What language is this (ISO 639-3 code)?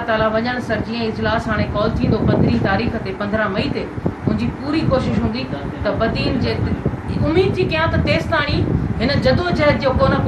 snd